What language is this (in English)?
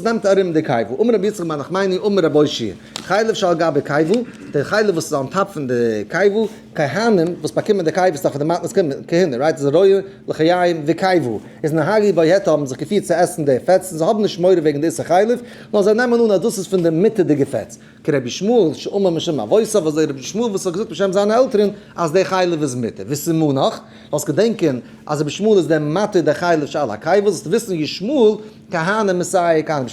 Yiddish